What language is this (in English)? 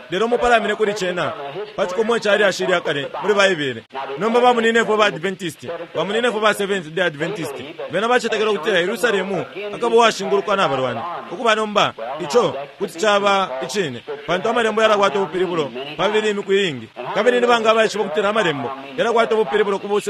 Bemba